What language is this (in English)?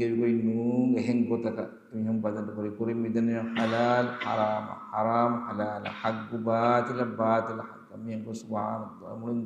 Divehi